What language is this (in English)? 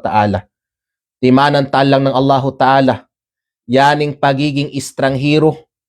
Kalagan